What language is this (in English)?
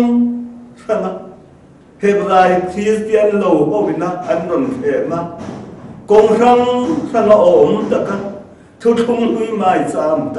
Mizo